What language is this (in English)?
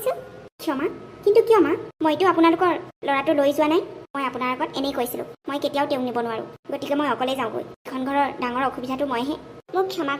Assamese